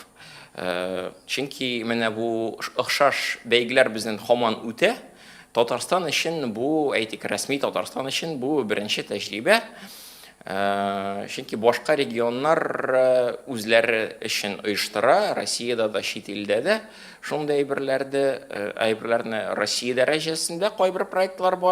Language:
Tatar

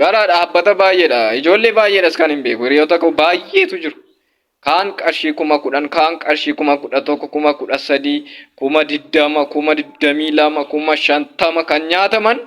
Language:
Oromo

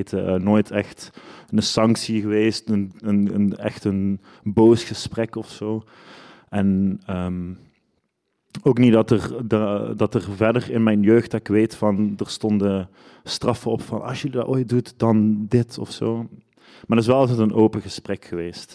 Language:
Dutch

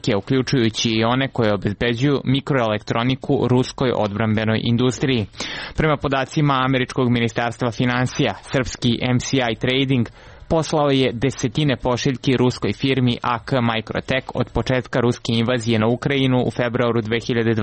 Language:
Serbian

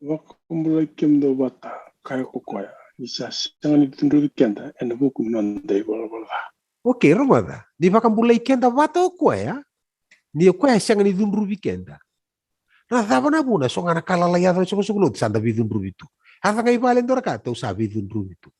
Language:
Fijian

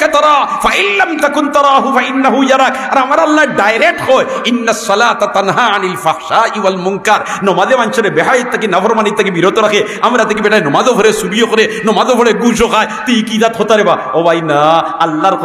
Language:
Sylheti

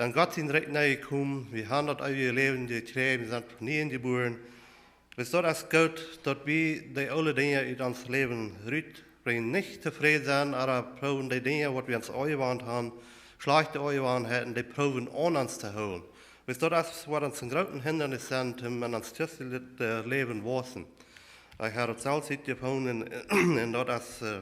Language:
Plautdietsch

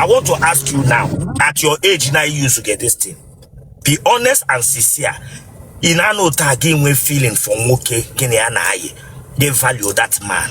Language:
Igbo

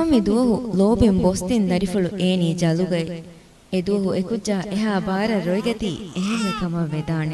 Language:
Divehi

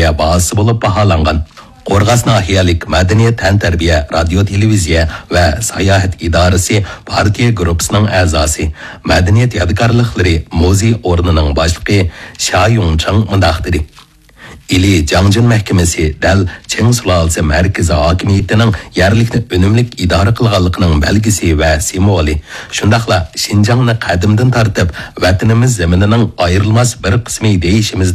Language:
Uyghur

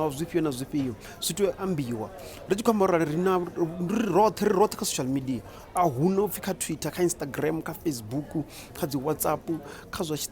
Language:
Venda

